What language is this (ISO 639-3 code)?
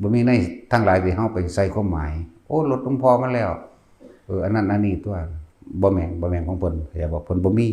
tts